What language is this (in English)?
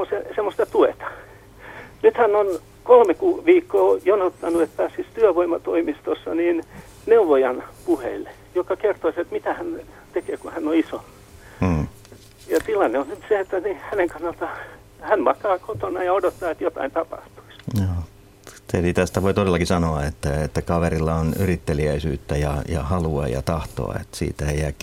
Finnish